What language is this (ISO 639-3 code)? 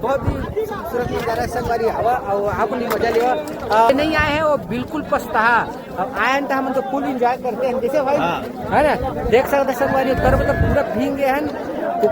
hne